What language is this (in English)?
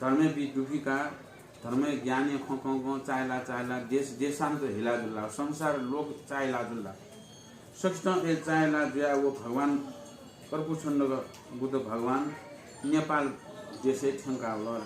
Newari